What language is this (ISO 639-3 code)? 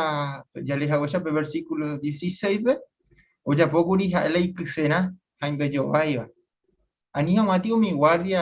grn